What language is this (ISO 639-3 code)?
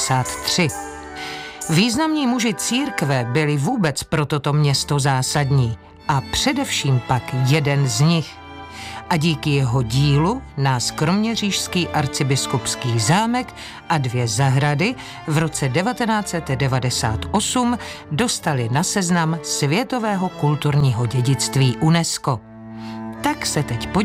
ces